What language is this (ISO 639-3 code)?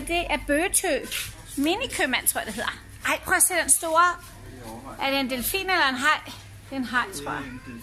dan